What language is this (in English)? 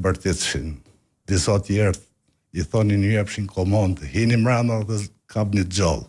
Albanian